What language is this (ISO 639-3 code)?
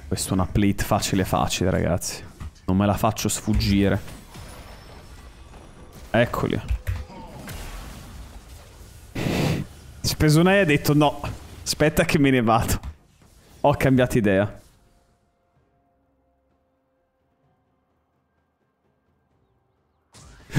ita